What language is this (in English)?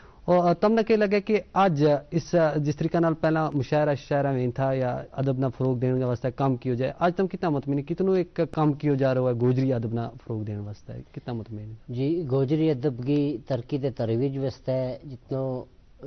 Gujari